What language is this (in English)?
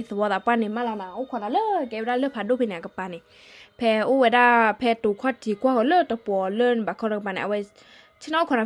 S'gaw Karen